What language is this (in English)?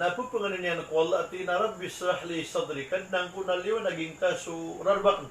Maranao